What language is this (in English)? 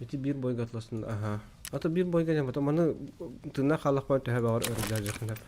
Yakut